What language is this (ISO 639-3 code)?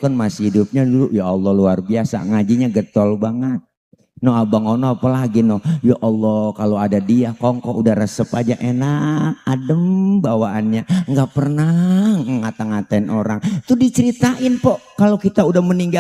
bew